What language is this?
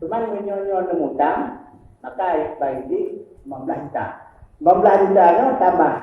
Achinese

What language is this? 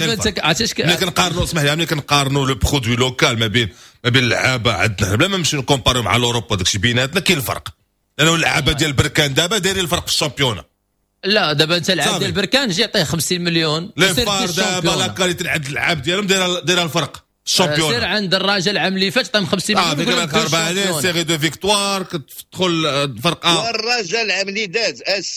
Moroccan Arabic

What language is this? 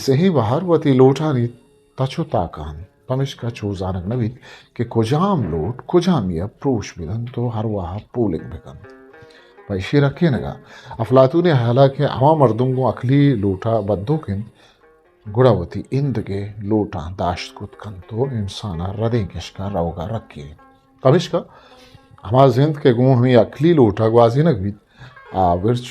Eastern Balochi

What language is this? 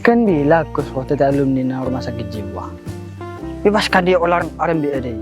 Madurese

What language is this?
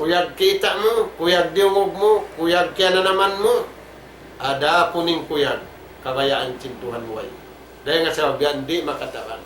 Tausug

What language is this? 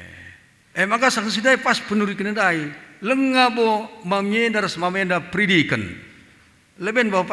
Batak Karo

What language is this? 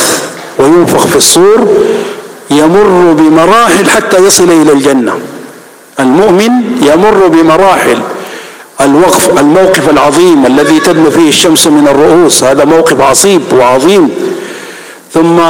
Arabic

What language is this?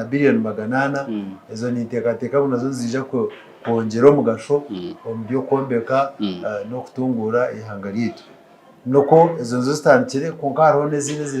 Nyankole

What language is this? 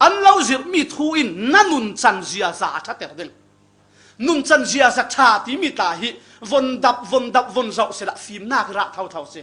Falam Chin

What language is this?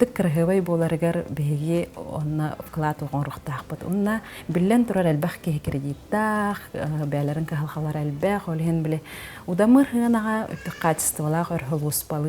Yakut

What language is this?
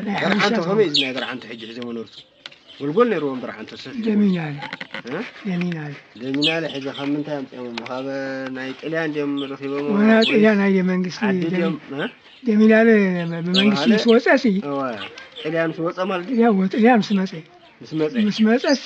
Tigrinya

